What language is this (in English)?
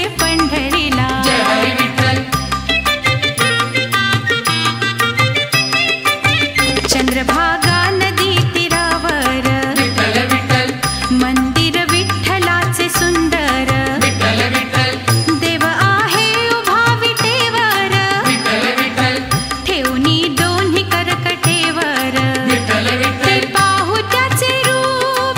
Marathi